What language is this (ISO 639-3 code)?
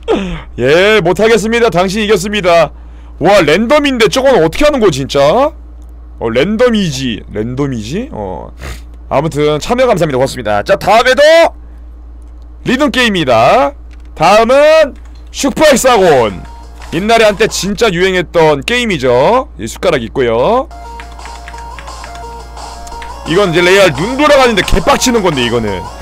kor